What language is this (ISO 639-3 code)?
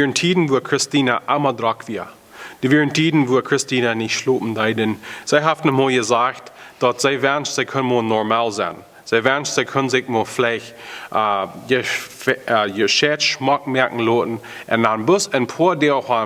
pdt